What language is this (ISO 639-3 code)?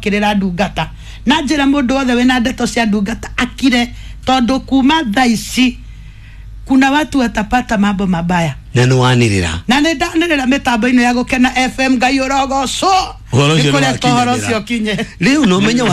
kik